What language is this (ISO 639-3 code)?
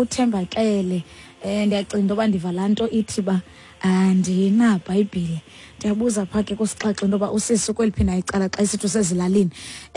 xho